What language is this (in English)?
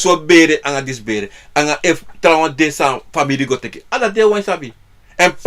Sranan Tongo